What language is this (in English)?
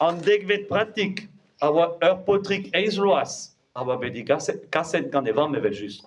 Breton